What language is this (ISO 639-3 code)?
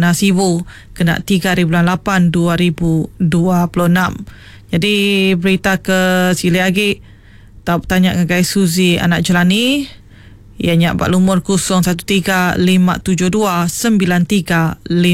iba